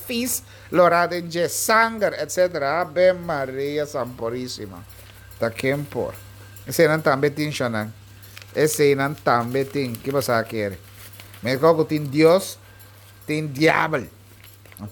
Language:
Papiamento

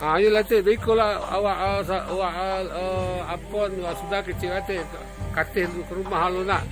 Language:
Minangkabau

